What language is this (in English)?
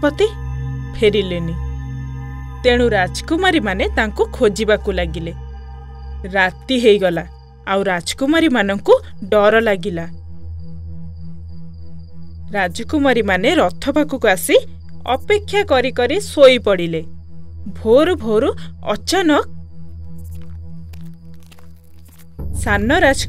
Odia